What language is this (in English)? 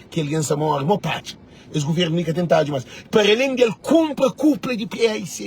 Kabuverdianu